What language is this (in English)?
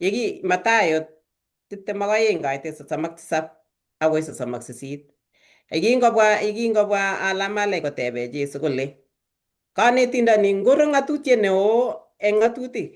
Kalenjin